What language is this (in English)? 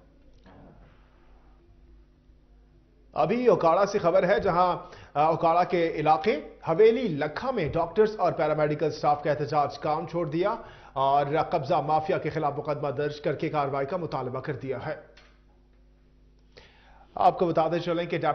Urdu